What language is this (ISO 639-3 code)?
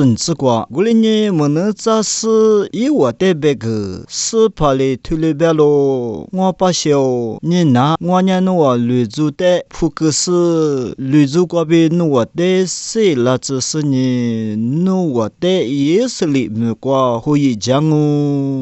lis